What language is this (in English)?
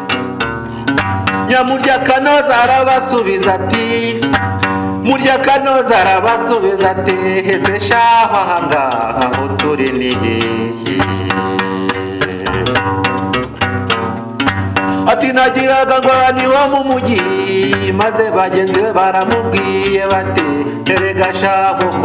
Kinyarwanda